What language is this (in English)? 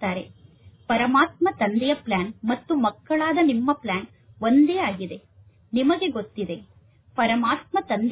Kannada